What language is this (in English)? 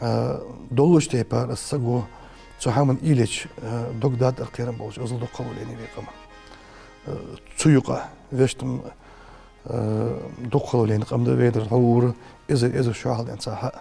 Ingush